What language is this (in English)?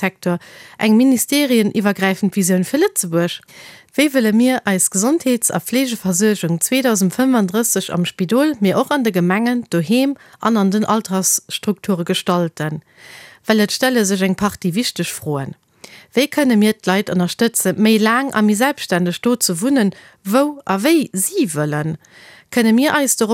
Luxembourgish